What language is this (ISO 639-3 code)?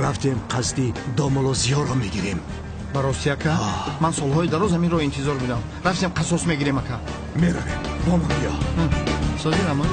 tgk